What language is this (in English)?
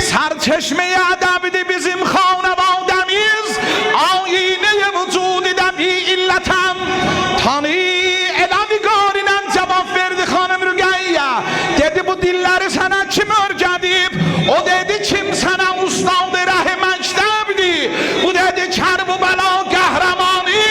South Azerbaijani